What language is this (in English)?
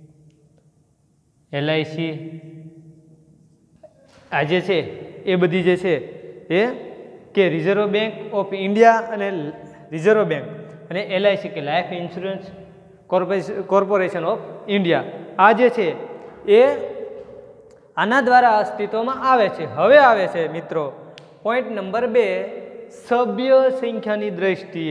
Gujarati